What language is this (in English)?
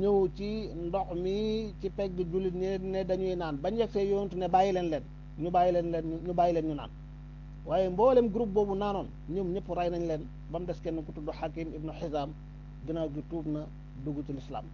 Wolof